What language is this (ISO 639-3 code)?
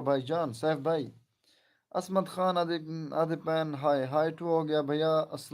skr